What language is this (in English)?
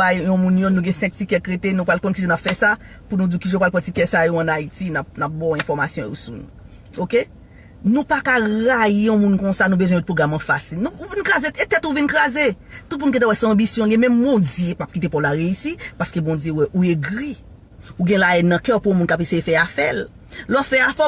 Haitian Creole